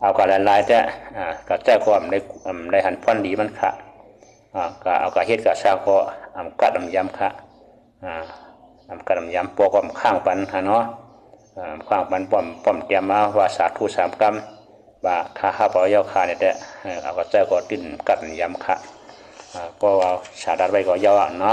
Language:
Shan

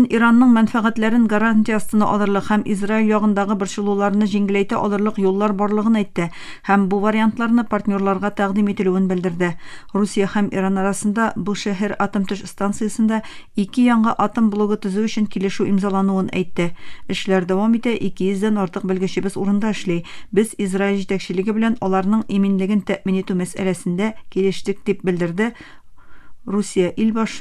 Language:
Tatar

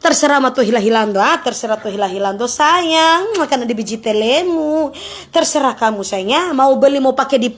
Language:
Manado Malay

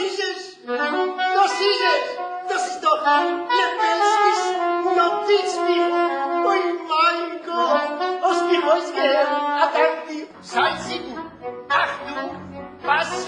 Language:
Yiddish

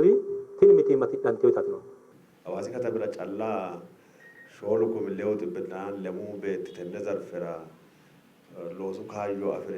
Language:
Sidamo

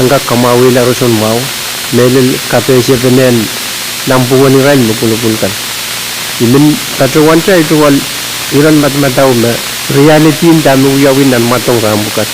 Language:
Pohnpeian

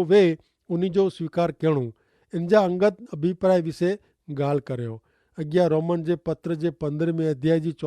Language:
Kachhi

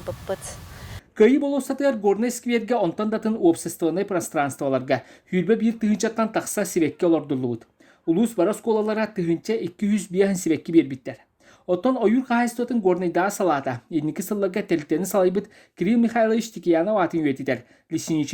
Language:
Yakut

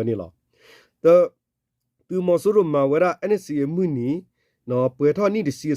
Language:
S'gaw Karen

